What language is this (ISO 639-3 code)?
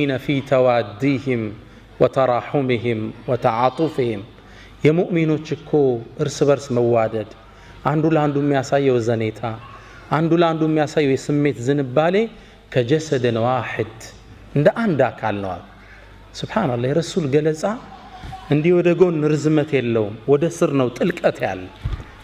amh